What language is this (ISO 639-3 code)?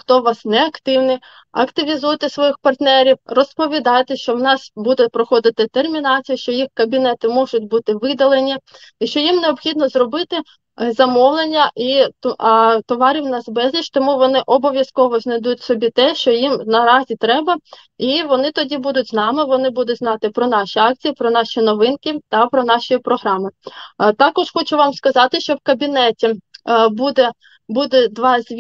ukr